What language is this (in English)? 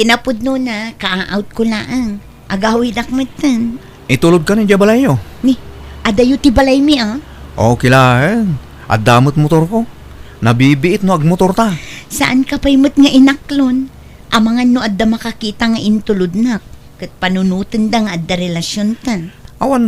Iloko